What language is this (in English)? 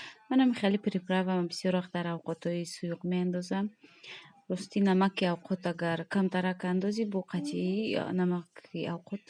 Tajik